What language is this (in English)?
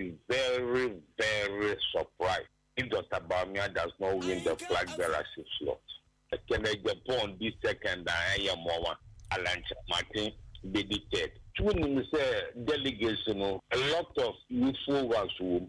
Akan